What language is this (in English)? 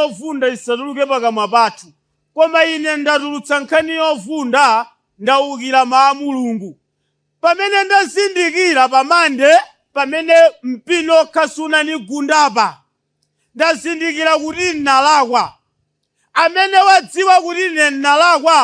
Nyanja